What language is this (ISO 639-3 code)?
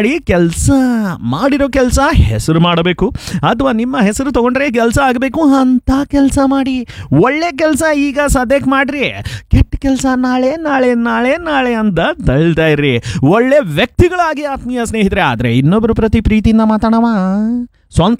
kan